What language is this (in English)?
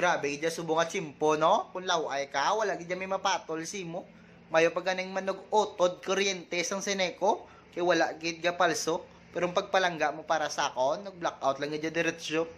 Hiligaynon